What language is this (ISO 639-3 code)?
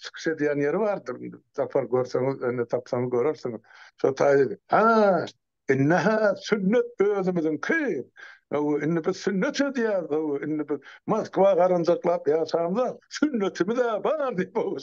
tuk